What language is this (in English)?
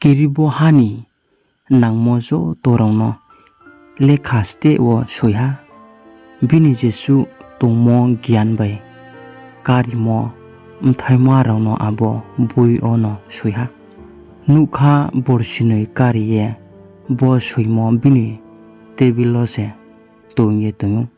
Riang (India)